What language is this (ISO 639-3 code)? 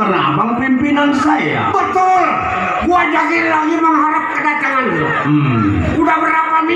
bew